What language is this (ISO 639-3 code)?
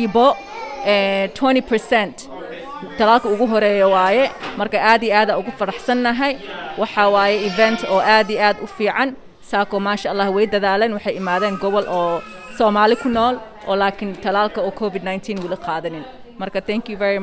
som